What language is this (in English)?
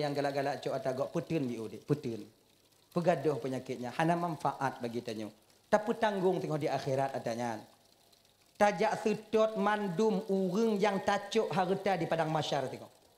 Achinese